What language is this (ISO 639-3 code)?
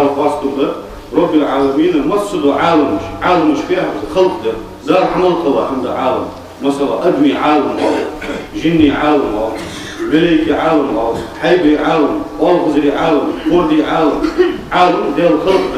inh